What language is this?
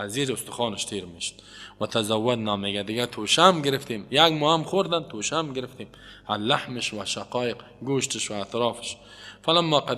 Persian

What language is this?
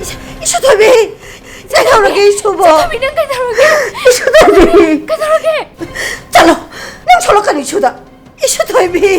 Manipuri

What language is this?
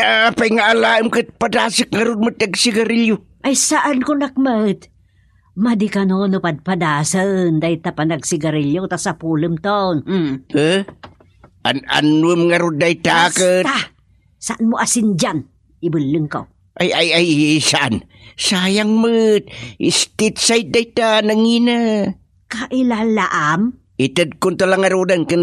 Iloko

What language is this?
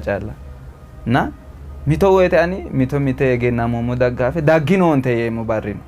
Sidamo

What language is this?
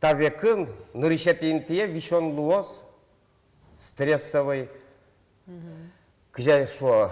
Udmurt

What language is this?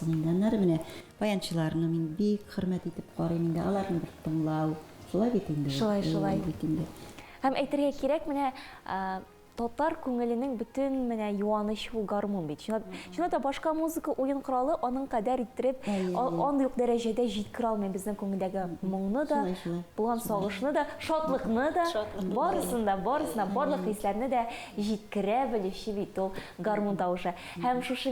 Tatar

